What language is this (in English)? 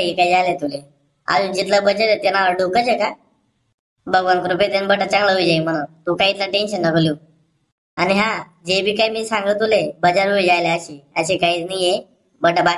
Khandesi